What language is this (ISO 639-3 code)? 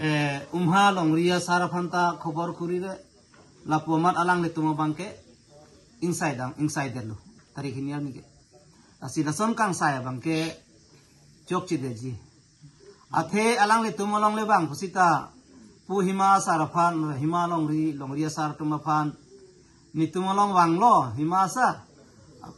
mjw